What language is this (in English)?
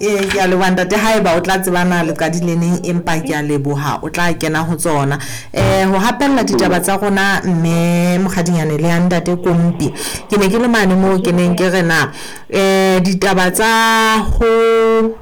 Southern Sotho